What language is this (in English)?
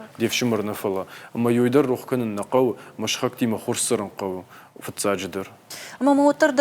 Ossetic